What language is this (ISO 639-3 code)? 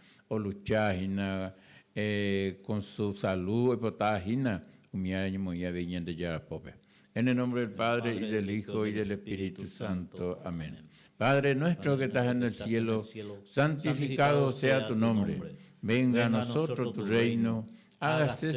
grn